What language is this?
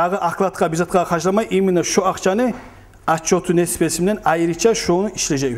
Kumyk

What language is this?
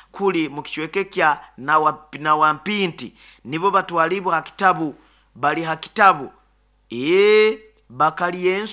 Nyoro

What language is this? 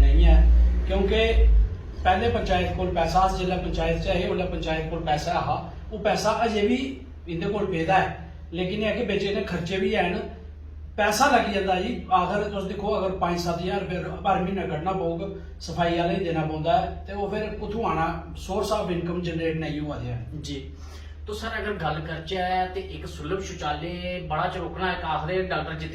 Dogri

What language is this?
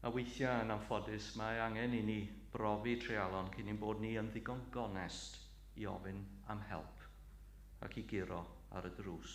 Welsh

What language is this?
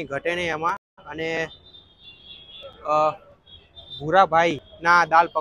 Gujarati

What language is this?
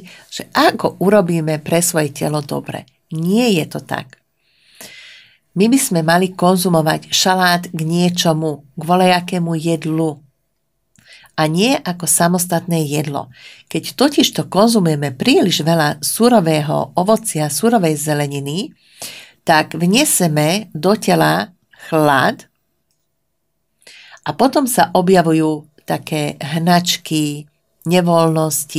Slovak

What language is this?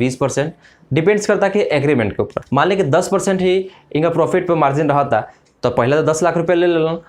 Bhojpuri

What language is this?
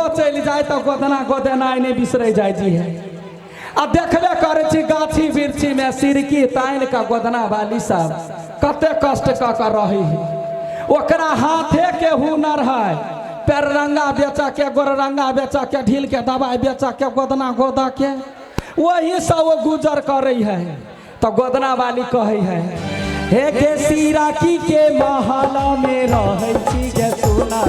Maithili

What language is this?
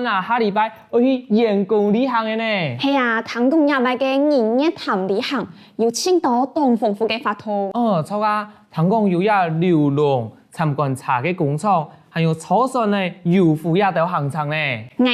Hakka Chinese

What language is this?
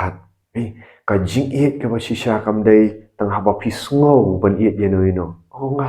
Khasi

